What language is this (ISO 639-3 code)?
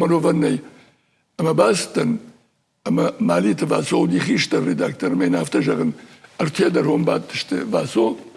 oss